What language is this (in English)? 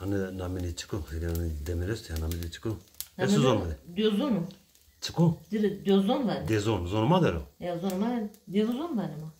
Zaza